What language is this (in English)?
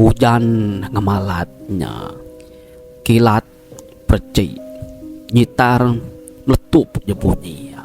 Iban